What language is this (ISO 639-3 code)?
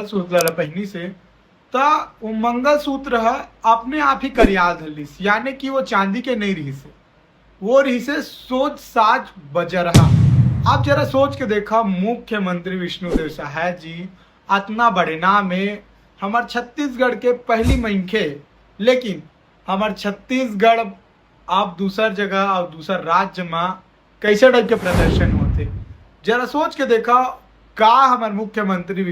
hne